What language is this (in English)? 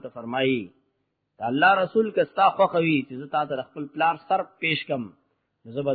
Pashto